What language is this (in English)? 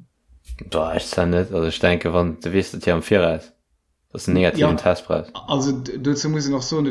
Luxembourgish